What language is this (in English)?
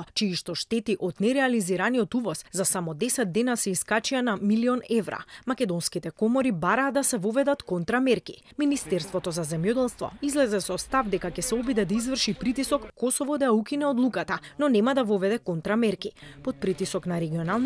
Macedonian